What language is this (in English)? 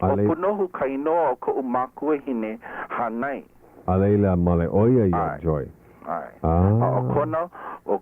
Hawaiian